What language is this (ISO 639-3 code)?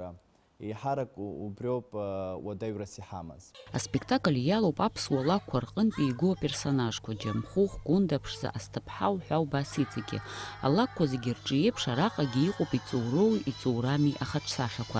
abk